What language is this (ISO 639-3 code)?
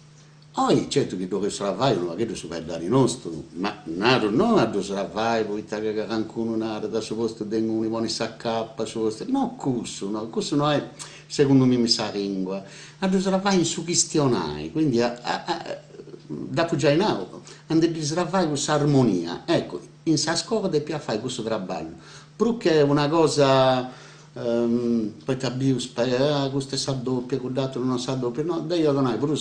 srd